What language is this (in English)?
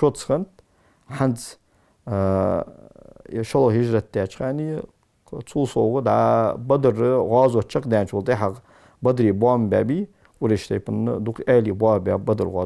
Ingush